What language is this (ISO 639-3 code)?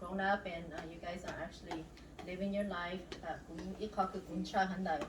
hmn